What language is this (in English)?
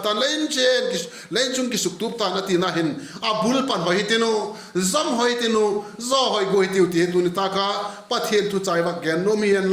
Vaiphei